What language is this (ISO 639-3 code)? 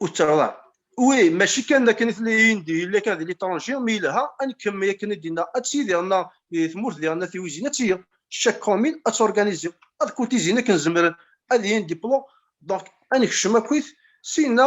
kab